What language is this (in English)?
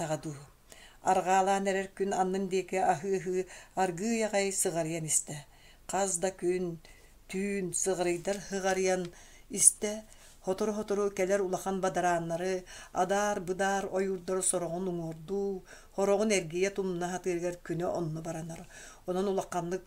Yakut